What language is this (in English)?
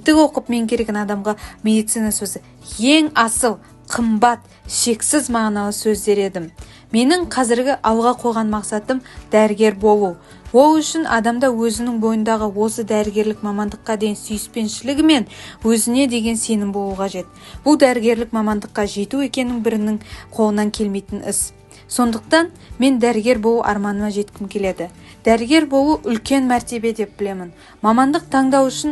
Kazakh